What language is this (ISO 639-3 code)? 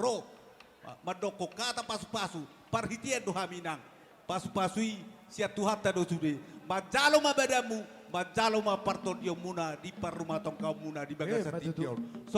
bbc